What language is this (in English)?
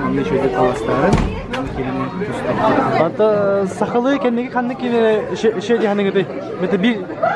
Yakut